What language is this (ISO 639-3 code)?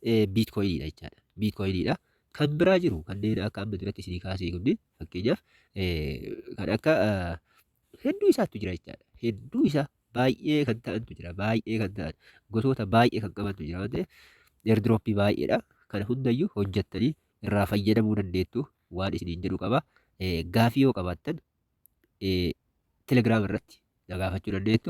orm